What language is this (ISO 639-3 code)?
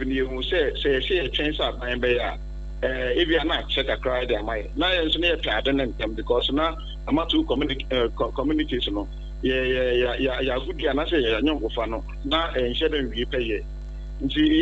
aka